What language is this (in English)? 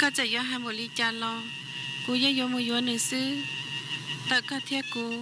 Hmong